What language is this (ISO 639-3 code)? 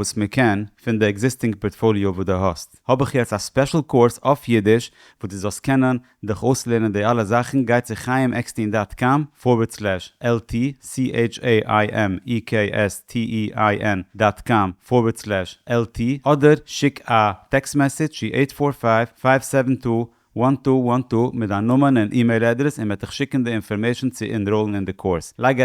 yid